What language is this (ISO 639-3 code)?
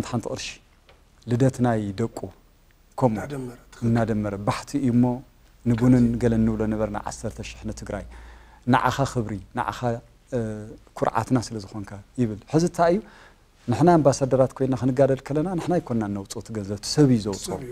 tir